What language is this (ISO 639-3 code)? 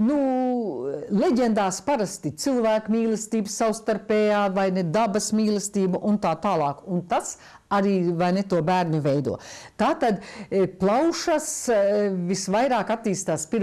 lav